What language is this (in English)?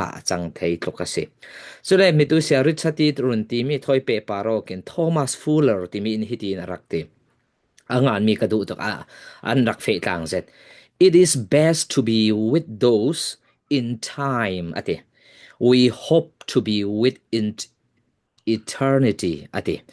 Falam Chin